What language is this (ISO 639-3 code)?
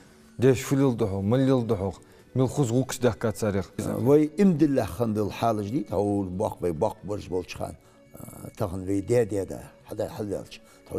inh